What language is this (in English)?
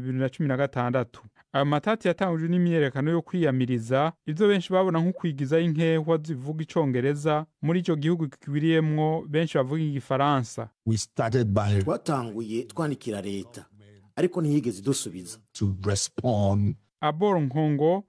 Rundi